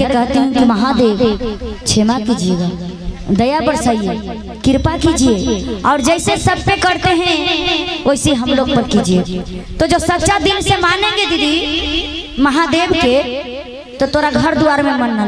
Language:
Magahi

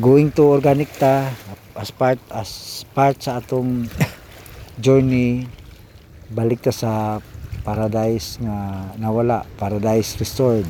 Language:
Cebuano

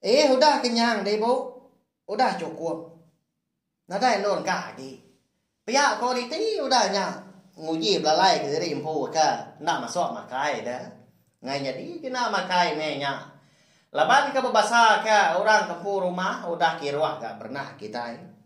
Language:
Iban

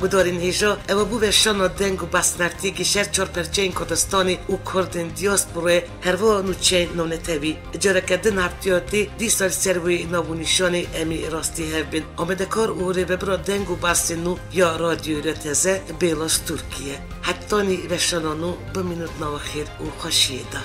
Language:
Kurdish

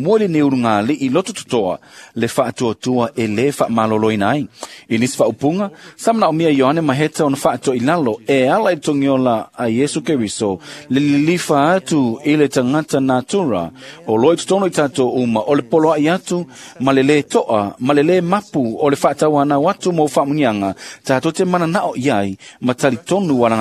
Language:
Samoan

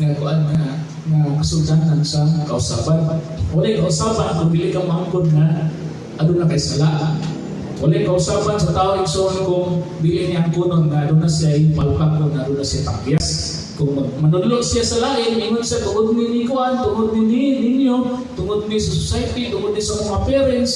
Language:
Cebuano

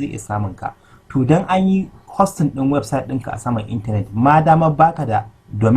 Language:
Hausa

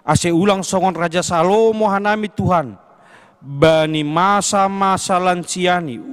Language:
Batak Simalungun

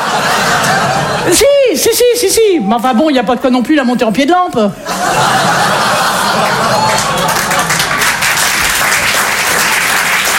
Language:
French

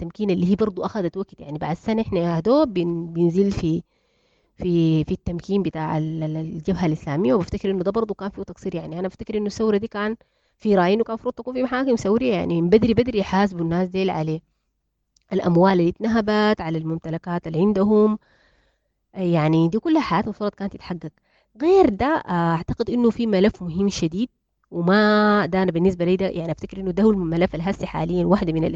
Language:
Sudanese Arabic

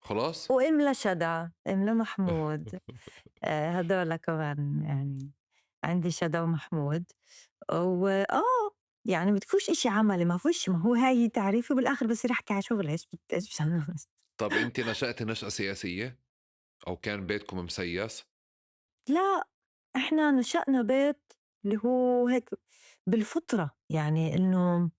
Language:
North Levantine Arabic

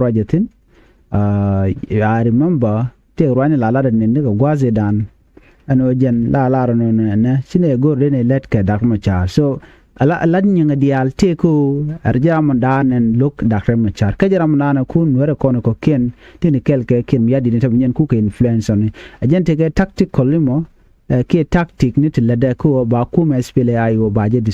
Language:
Nuer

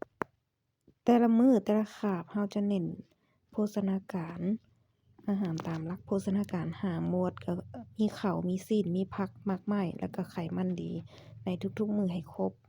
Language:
Lao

